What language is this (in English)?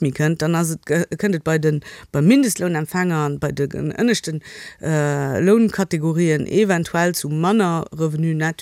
Luxembourgish